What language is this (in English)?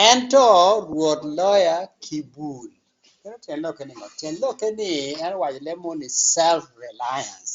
Acoli